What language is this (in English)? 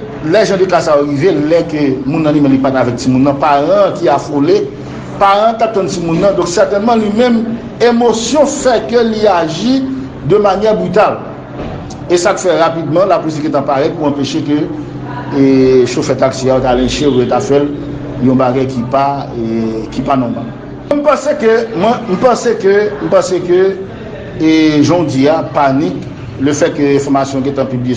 Haitian Creole